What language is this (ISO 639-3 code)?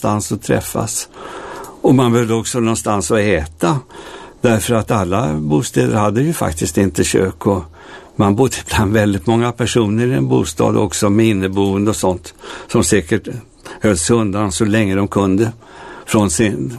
swe